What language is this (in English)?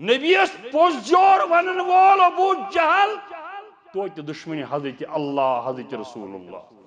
Kashmiri